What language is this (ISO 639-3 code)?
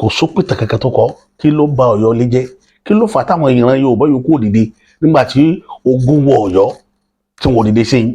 yor